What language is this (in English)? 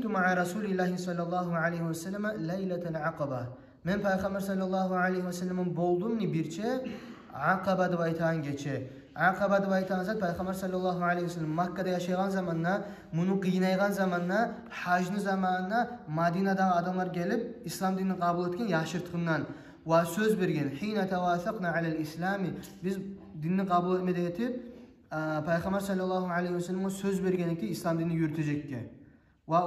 Kumyk